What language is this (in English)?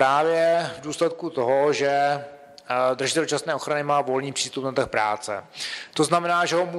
Czech